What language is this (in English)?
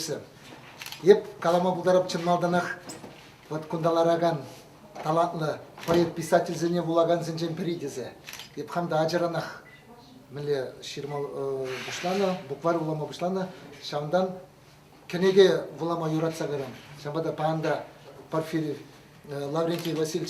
Chuvash